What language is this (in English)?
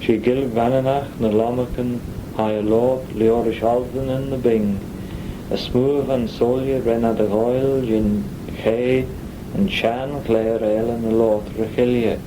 Manx